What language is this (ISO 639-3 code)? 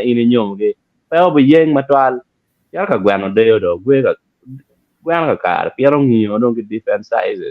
ach